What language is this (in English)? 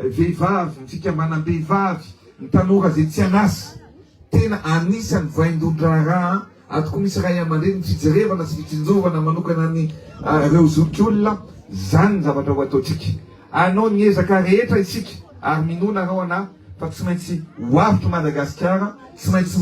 Malagasy